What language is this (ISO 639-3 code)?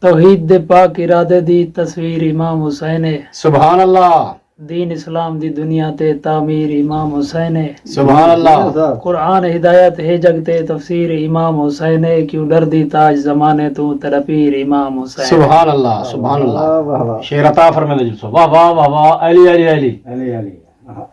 skr